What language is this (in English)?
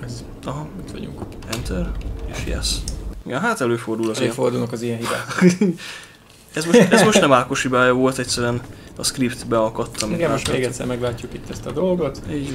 Hungarian